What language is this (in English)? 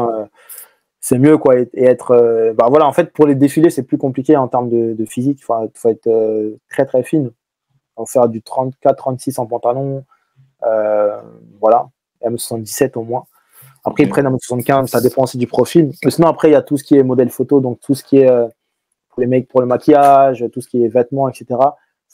French